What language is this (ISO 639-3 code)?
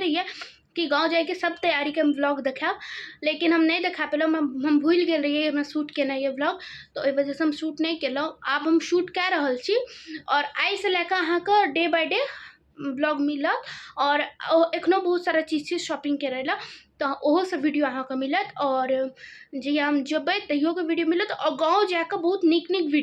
mai